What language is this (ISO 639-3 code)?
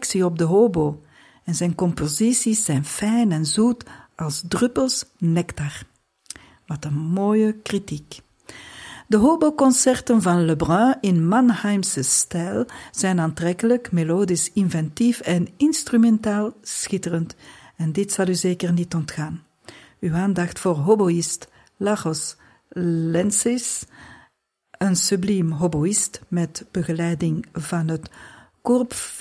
nld